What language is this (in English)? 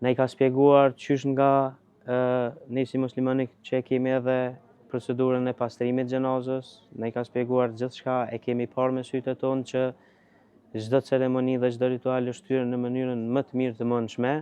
Albanian